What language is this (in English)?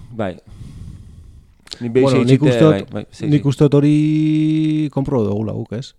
Basque